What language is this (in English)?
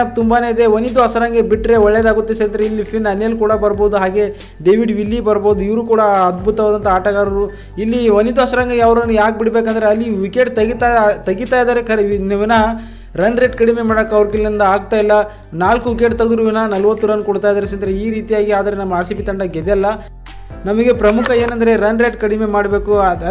Kannada